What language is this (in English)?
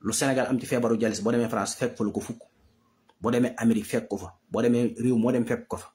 Wolof